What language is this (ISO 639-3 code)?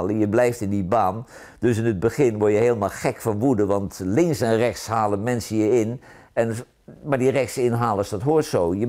nld